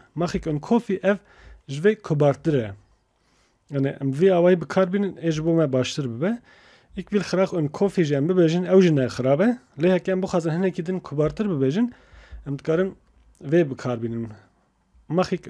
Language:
Kurdish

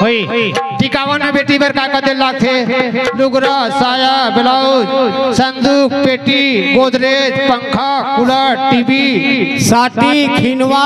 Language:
Chhattisgarhi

